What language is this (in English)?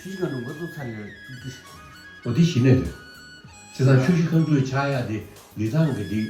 Tibetan